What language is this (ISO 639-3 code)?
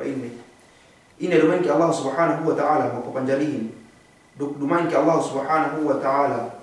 yka